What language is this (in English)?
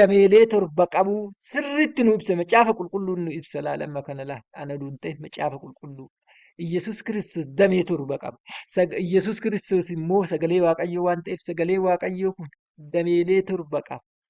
Oromo